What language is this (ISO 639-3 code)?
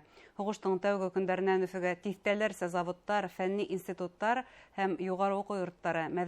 bak